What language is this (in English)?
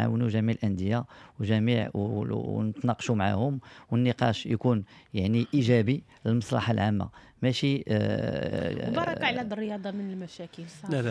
Moroccan Arabic